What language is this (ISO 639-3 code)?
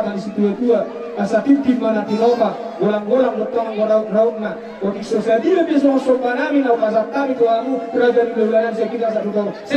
bbc